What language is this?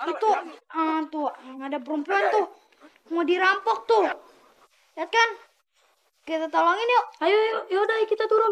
Betawi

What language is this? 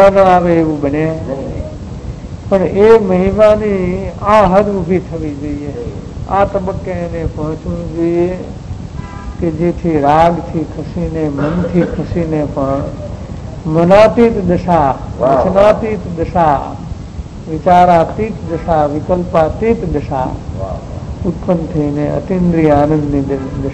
Gujarati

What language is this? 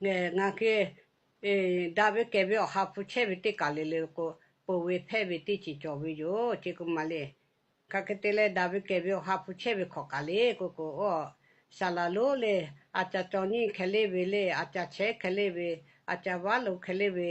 Lahu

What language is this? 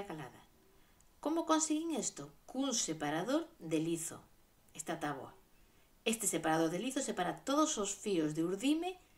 Galician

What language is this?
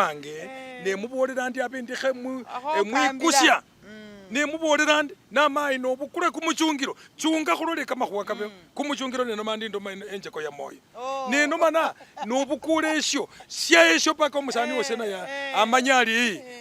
Masaaba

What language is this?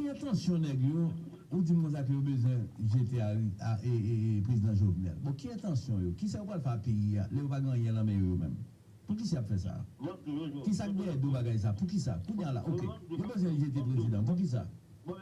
Haitian Creole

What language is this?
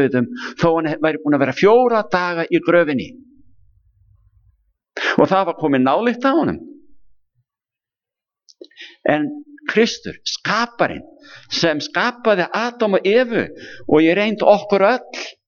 Icelandic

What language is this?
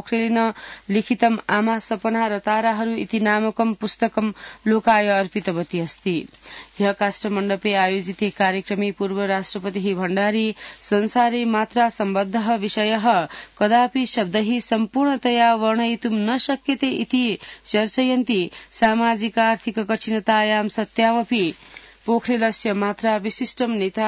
Sanskrit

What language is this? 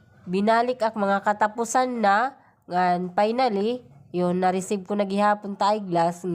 Waray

